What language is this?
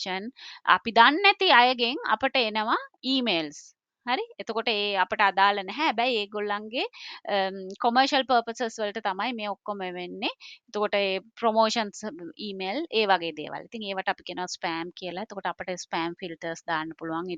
Sinhala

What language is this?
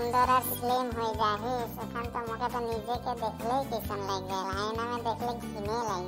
Sadri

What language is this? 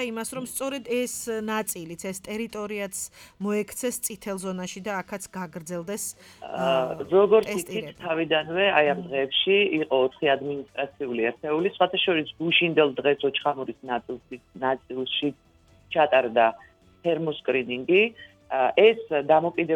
Georgian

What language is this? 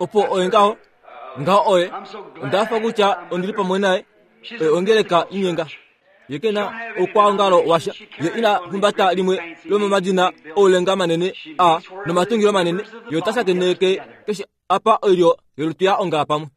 Kuanyama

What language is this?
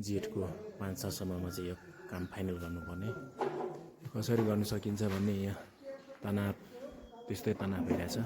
Nepali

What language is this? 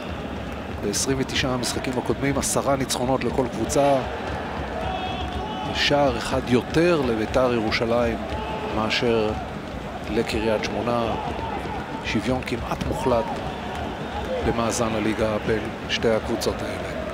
Hebrew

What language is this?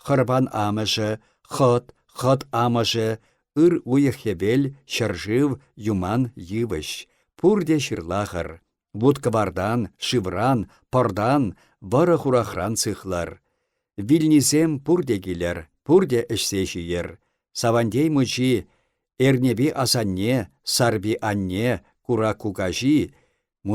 Chuvash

